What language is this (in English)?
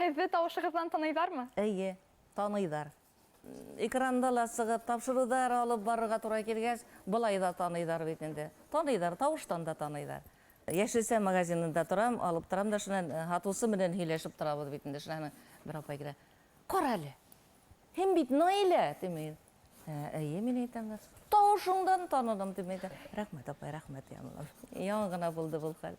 Bashkir